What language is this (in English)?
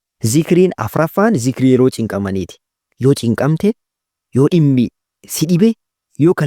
Oromo